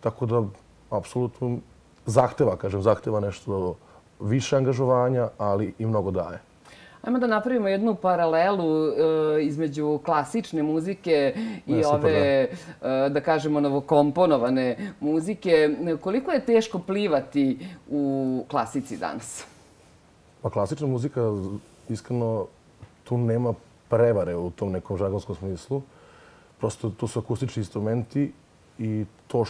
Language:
Serbian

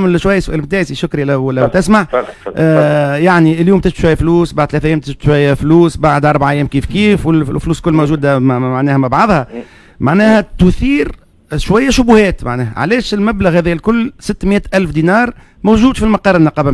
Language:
Tunisian Arabic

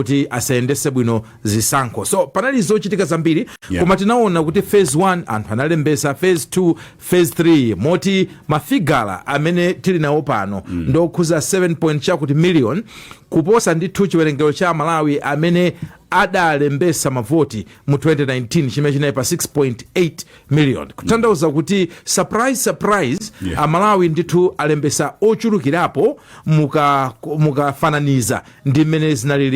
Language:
Nyanja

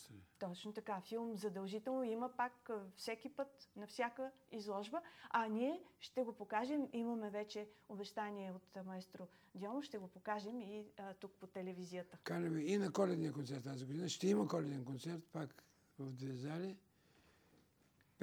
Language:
Bulgarian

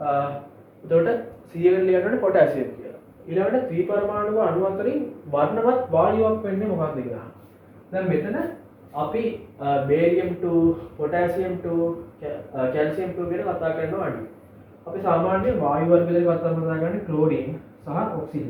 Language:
Sinhala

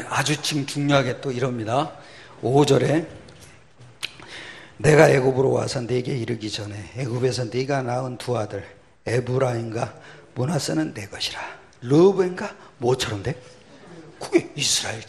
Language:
Korean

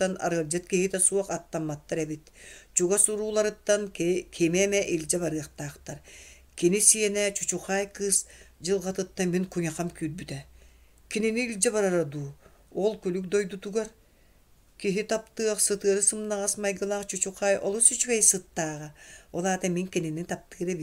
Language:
Yakut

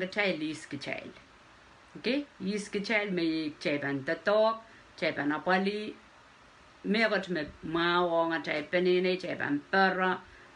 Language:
Pohnpeian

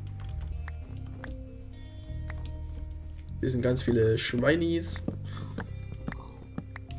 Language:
German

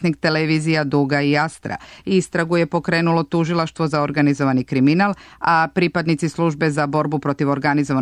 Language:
Serbian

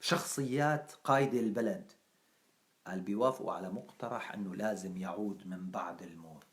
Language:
North Levantine Arabic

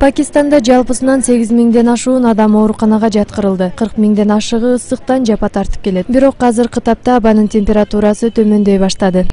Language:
Kyrgyz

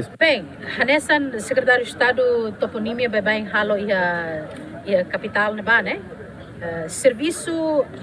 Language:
Tetum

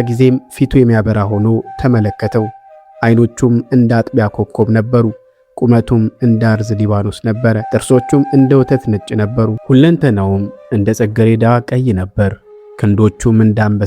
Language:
Amharic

